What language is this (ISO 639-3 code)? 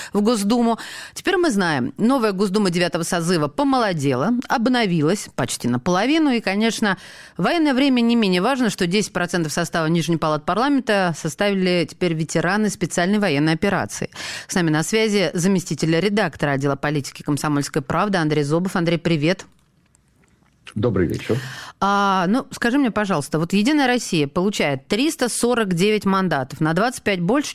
rus